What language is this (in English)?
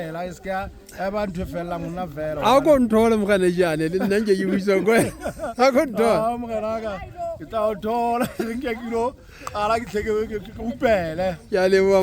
Southern Sotho